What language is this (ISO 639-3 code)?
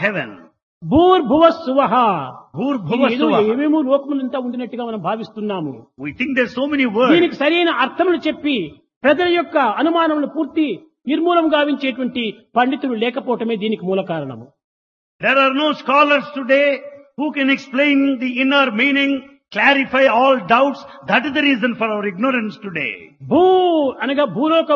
tel